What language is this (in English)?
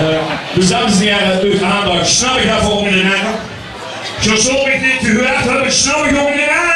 Limburgish